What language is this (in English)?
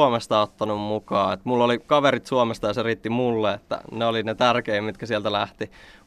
Finnish